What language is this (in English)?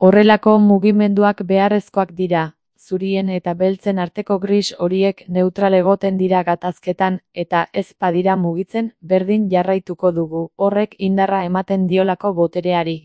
Basque